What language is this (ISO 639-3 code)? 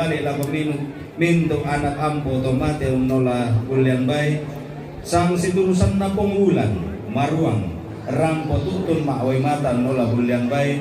sda